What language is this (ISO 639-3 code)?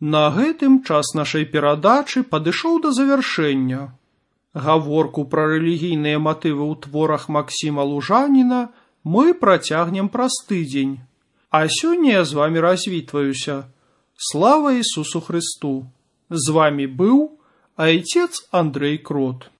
bel